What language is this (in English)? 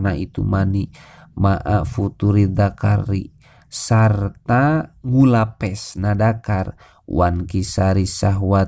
Sundanese